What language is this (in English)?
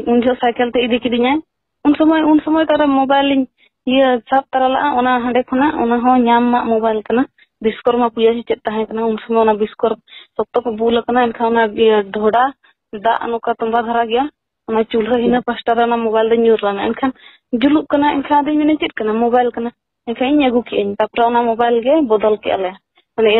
Santali